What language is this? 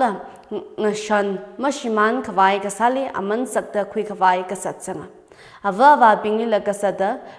Tangkhul Naga (India)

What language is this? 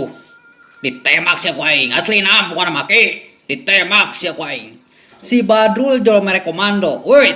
Sundanese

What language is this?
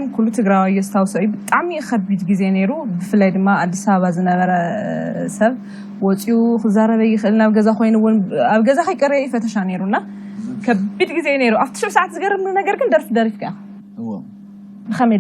Tigrinya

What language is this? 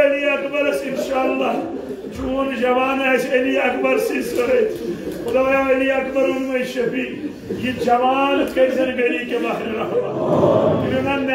Kashmiri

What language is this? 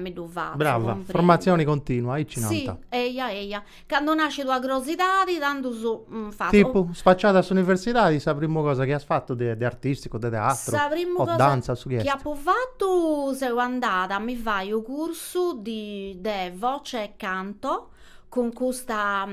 Sardinian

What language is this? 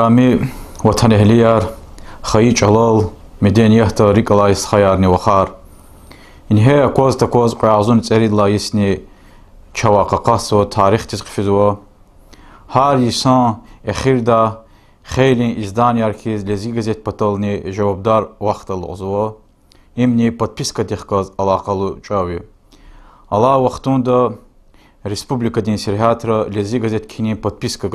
Lezghian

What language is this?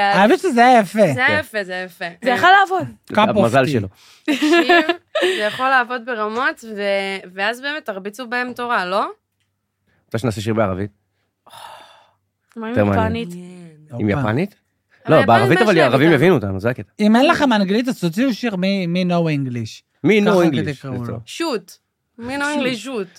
Hebrew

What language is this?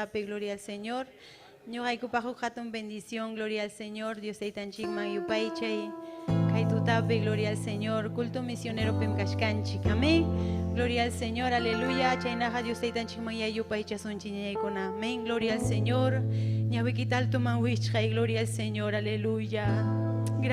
Ayacucho Quechua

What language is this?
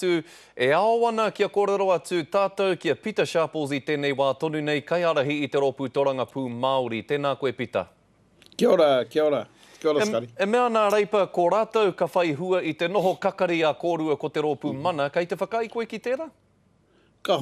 Māori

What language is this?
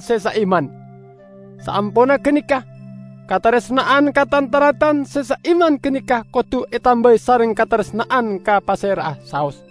Madurese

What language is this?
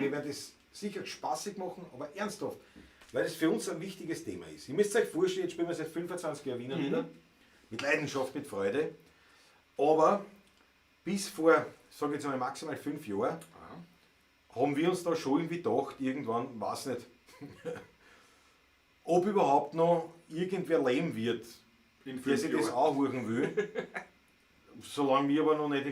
Bavarian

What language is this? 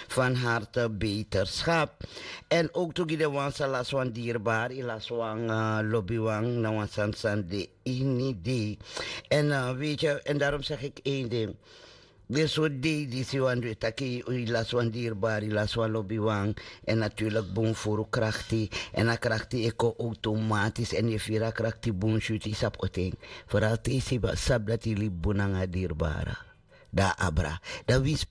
Sranan Tongo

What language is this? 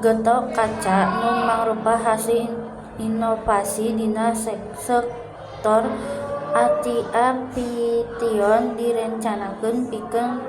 Sundanese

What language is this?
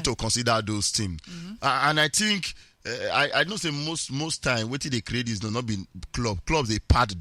Nigerian Pidgin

